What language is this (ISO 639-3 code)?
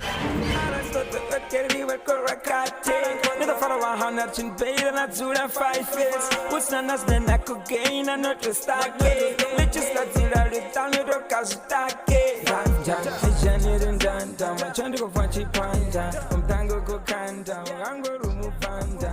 ven